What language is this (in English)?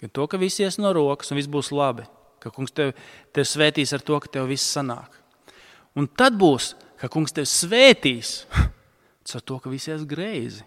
Latvian